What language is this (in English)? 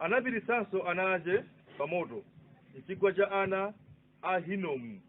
Nyanja